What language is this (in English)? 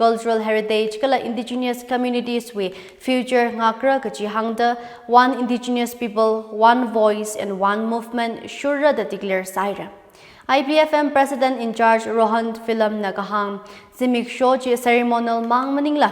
Tangkhul Naga (India)